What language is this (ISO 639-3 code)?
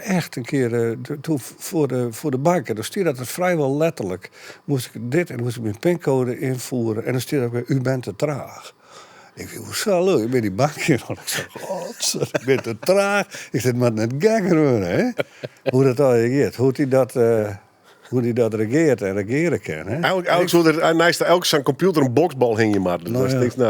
fry